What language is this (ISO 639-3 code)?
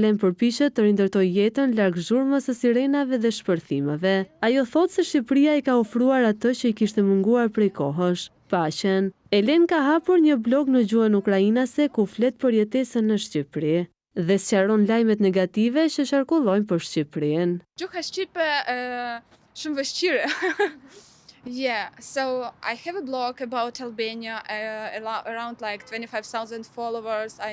sqi